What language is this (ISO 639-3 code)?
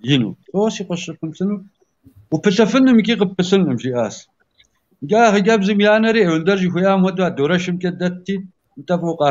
kbd